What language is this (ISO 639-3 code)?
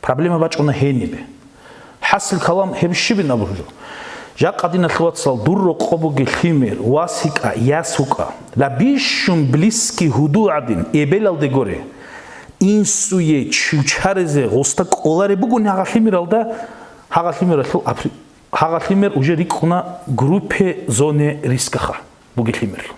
ava